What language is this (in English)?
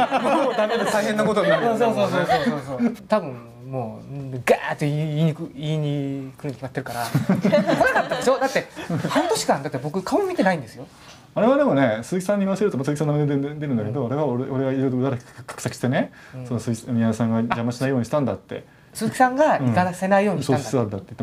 Japanese